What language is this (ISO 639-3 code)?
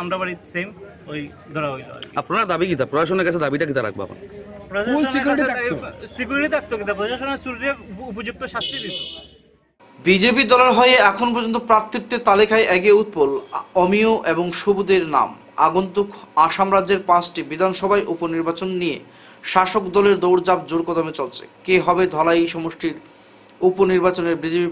ben